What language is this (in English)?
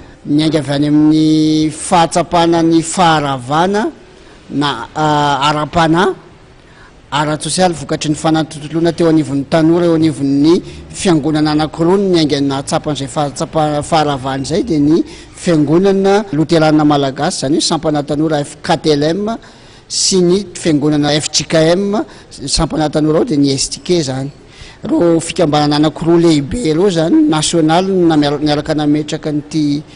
Malagasy